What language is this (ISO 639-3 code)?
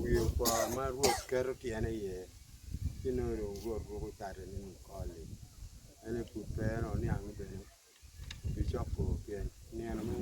ach